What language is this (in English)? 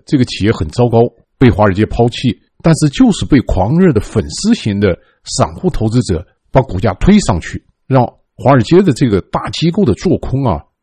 Chinese